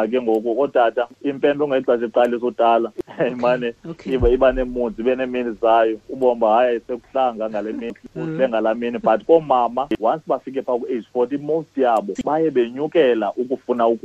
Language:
Xhosa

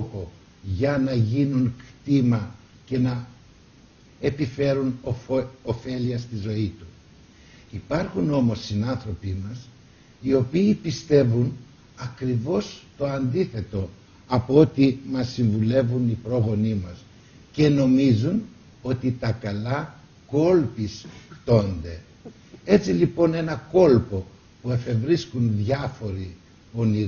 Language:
Greek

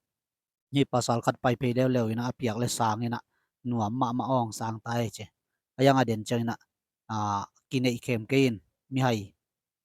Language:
Tedim Chin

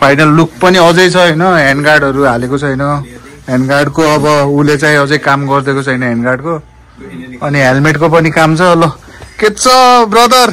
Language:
Nepali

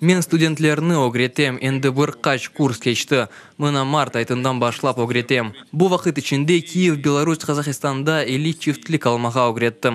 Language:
Crimean Tatar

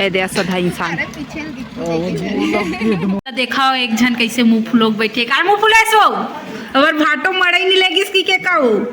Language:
Chhattisgarhi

